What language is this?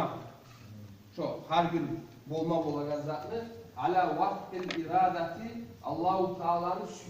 Kumyk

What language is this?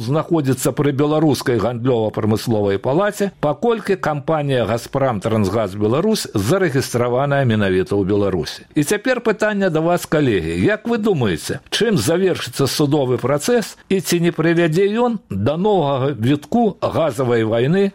Belarusian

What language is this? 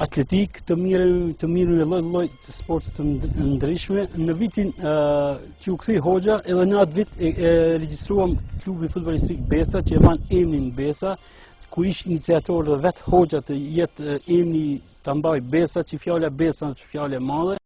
Albanian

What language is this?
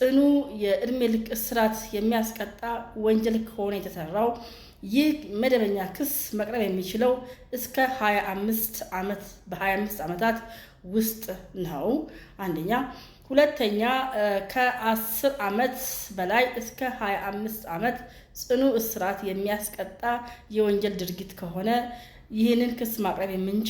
Amharic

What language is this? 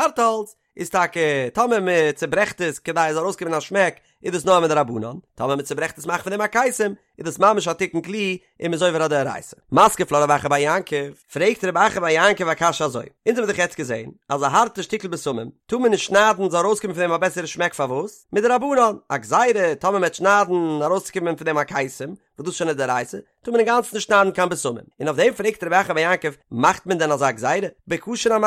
Yiddish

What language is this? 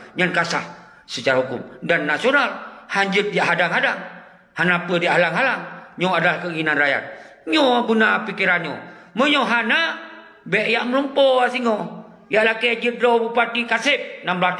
Achinese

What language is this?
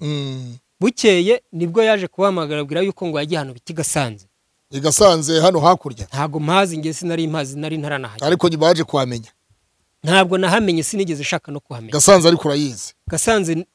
Kinyarwanda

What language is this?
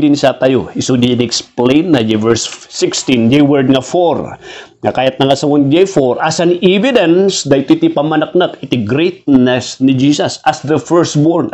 Iloko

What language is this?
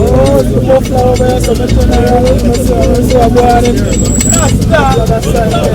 Jamaican Creole English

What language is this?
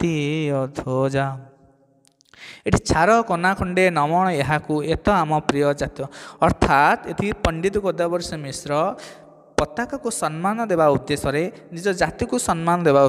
Odia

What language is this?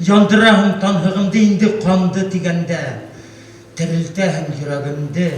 Bashkir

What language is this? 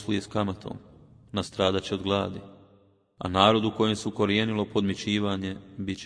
Bosnian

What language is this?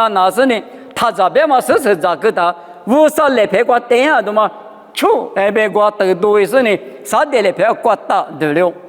Lisu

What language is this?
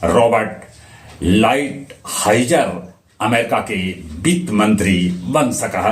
Magahi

